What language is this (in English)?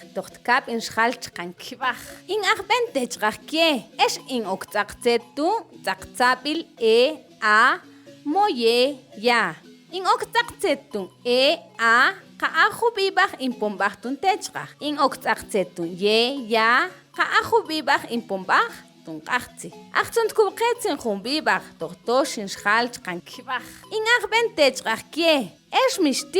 Mam